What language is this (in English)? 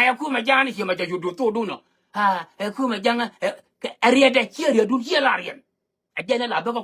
Nuer